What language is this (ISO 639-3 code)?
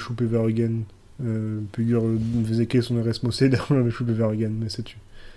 bre